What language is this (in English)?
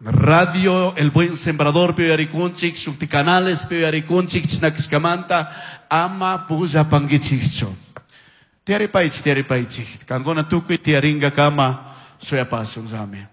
Chimborazo Highland Quichua